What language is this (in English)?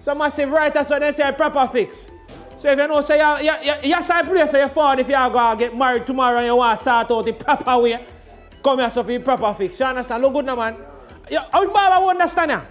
Jamaican Creole English